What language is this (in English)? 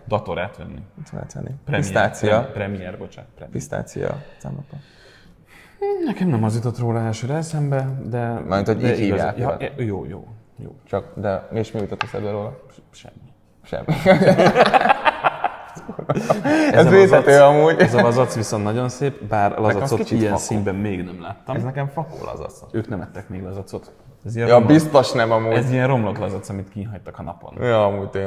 Hungarian